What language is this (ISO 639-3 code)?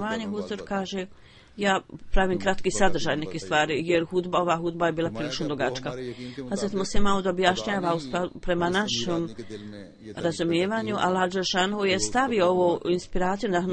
bos